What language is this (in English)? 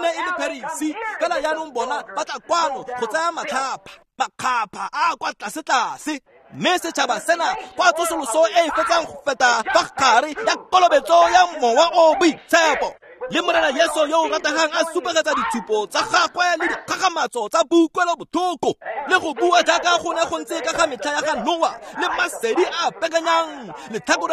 Tswana